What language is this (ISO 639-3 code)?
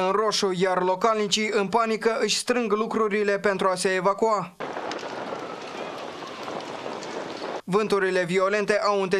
ron